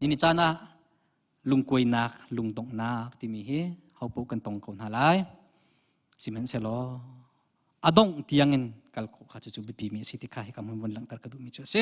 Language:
Hakha Chin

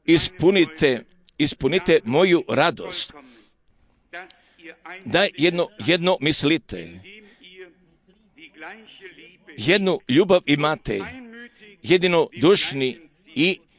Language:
Croatian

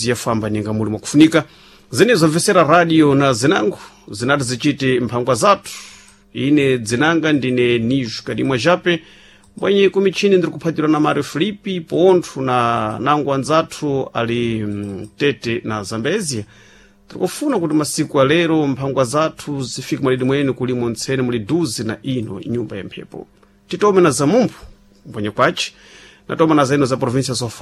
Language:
Sena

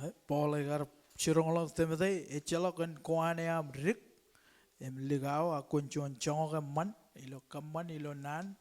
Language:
Marshallese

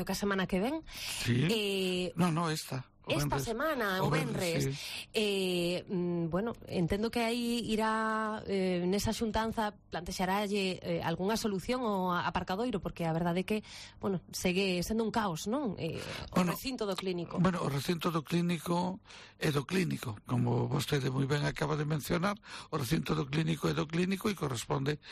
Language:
Galician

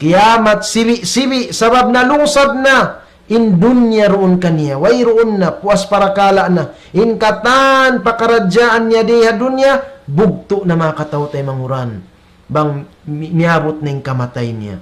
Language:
Tausug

